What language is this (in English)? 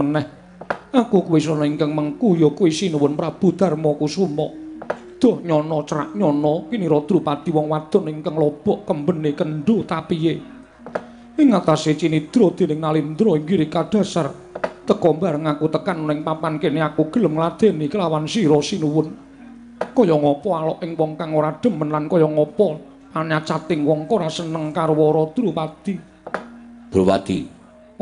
Javanese